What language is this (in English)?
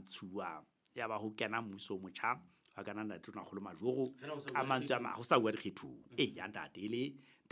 Southern Sotho